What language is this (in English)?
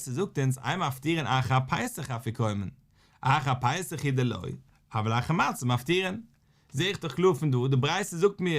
Yiddish